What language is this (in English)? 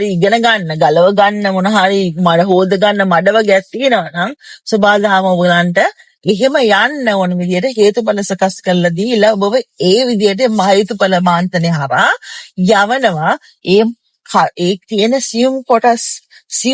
Sinhala